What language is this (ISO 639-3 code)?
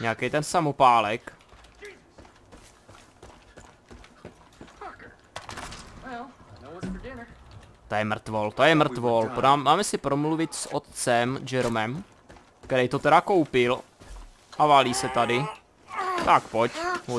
ces